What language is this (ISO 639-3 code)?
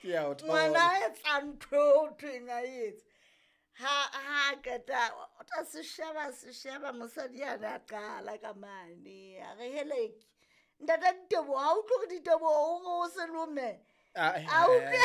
sot